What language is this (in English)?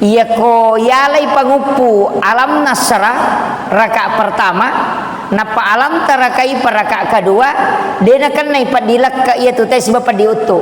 Buginese